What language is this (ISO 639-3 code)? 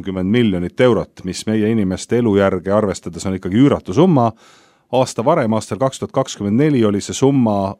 est